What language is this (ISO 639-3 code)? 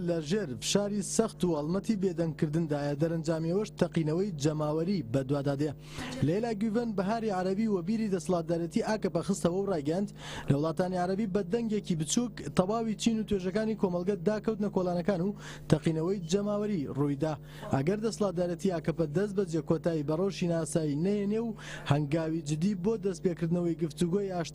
ckb